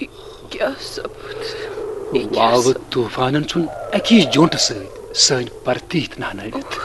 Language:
Kashmiri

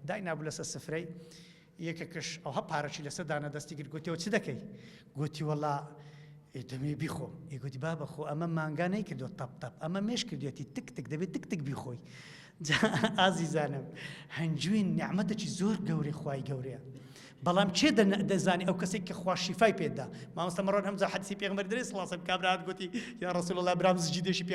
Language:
Central Kurdish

